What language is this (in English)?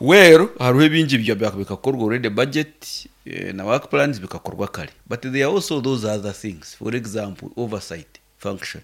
Nyankole